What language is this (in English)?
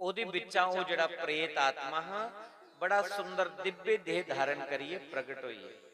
Dogri